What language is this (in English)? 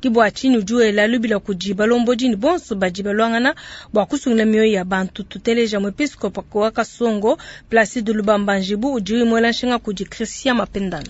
Luba-Lulua